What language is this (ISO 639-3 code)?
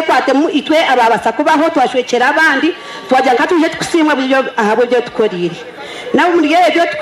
nyn